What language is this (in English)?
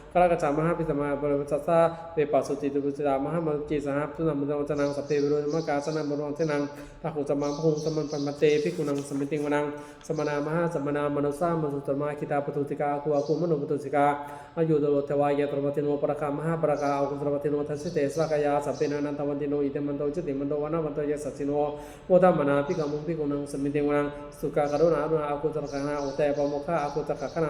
Pali